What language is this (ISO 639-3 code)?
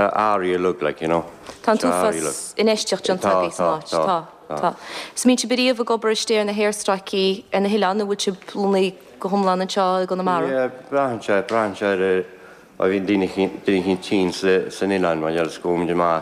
gle